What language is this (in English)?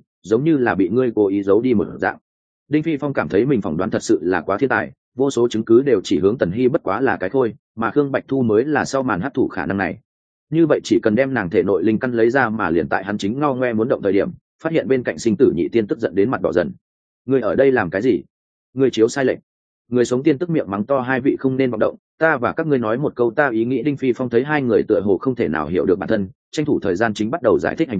Vietnamese